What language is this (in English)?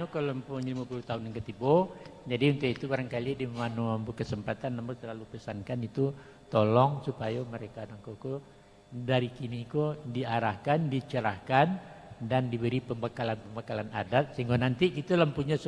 Minangkabau